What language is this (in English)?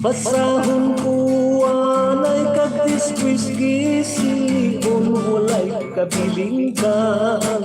Hiligaynon